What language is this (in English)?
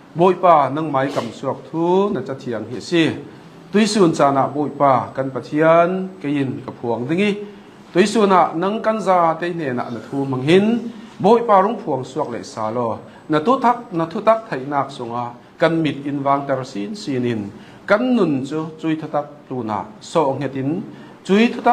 Hakha Chin